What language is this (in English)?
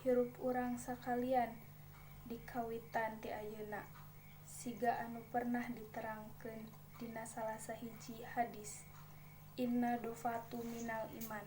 Sundanese